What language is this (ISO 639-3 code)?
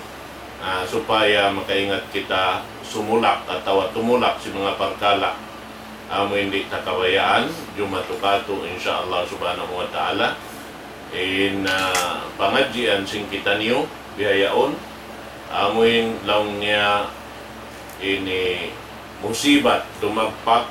tsg